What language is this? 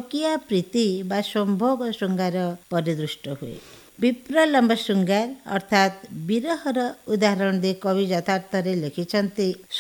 Odia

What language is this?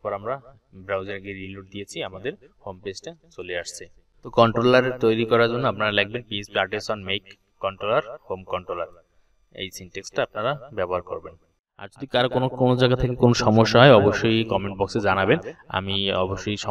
Bangla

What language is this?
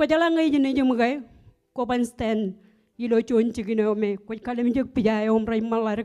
Marshallese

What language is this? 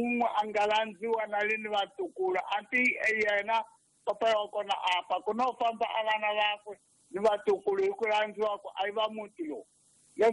Tsonga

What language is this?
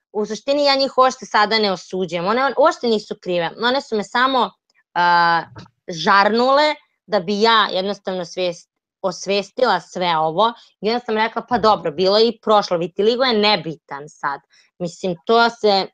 Serbian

